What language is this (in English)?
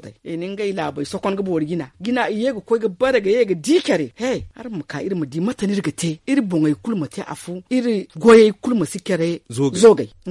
Zarma